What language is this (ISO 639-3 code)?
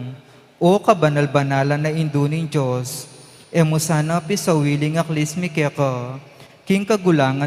pam